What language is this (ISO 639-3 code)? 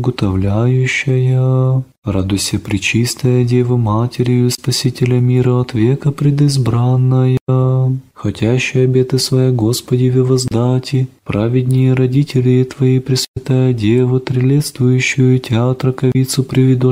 rus